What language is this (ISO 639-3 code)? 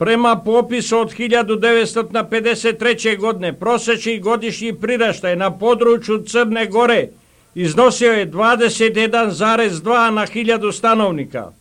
srp